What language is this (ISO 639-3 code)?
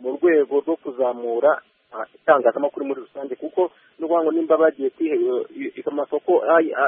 kin